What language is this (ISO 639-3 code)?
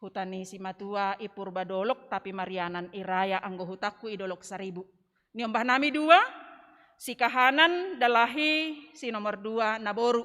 bts